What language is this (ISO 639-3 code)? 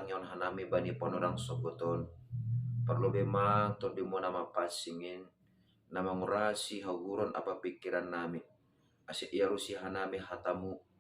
bts